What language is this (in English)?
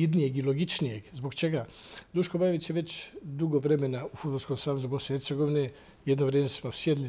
Bosnian